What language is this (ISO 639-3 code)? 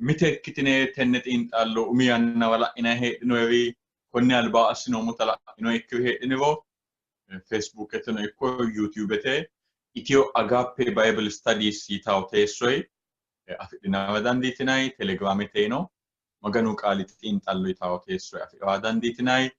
sid